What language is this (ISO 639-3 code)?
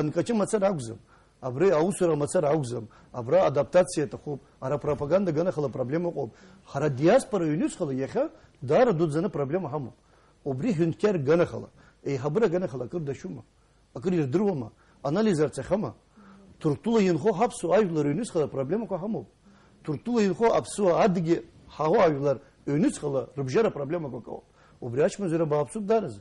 abk